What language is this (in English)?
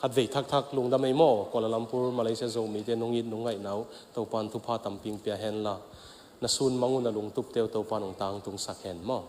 Tedim Chin